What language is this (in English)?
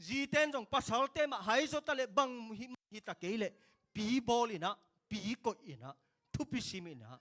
Tedim Chin